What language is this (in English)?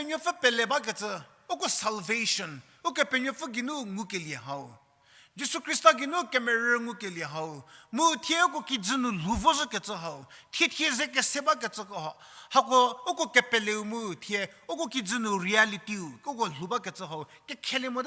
Angami Naga